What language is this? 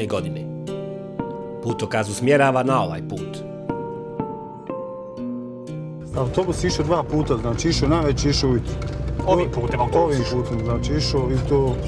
Bosnian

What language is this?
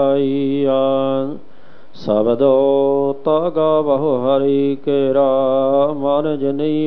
Punjabi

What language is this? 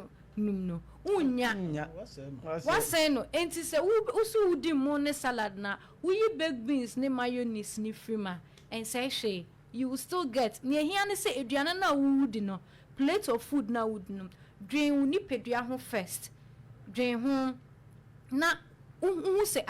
Akan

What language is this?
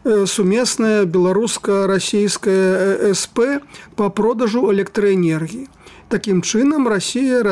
Belarusian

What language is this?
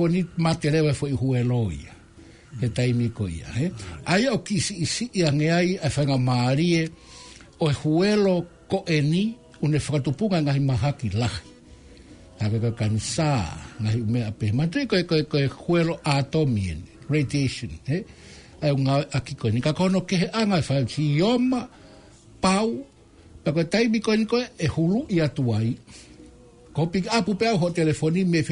Tongan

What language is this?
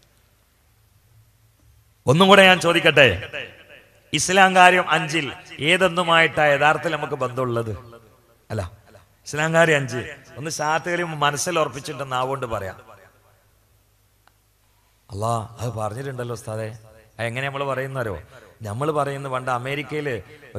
Malayalam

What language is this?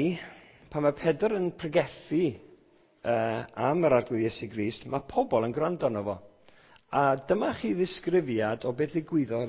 Welsh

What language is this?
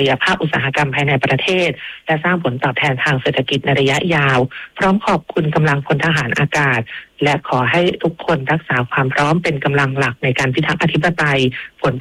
Thai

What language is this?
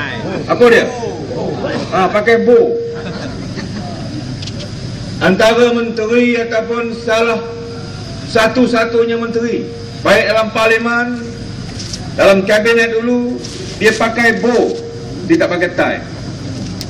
Malay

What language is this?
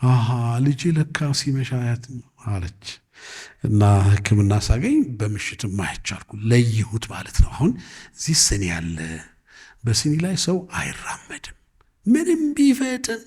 Amharic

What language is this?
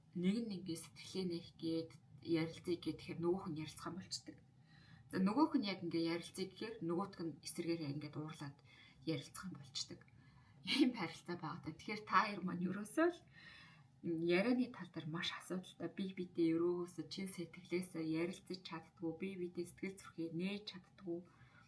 Mongolian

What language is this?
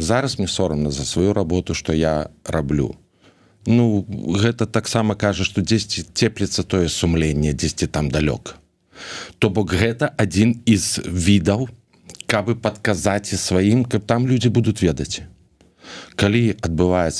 Belarusian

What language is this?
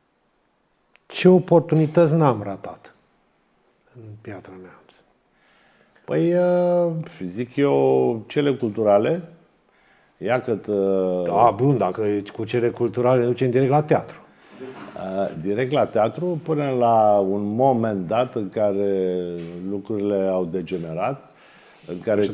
Romanian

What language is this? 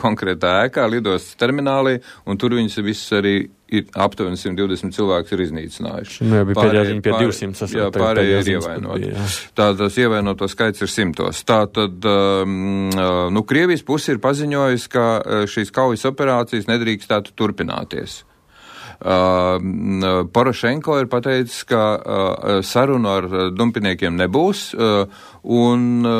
Latvian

